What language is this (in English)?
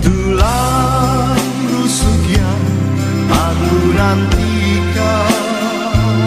Batak Karo